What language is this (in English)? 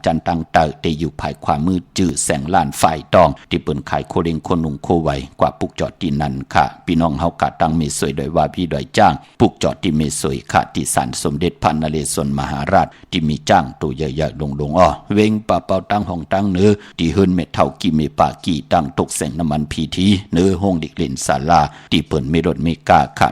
Shan